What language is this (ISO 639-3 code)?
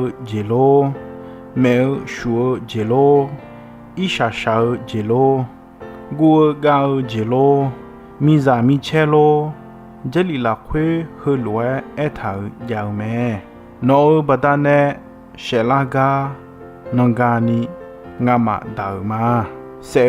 ahk